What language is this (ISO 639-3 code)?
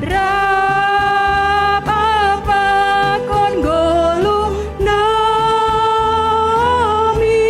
bts